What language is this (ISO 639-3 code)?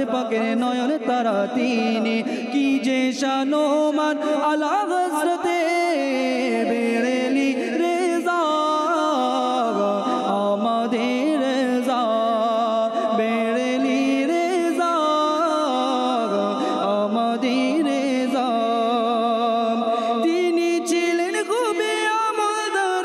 ben